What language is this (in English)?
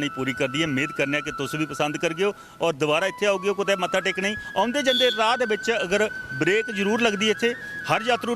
Dogri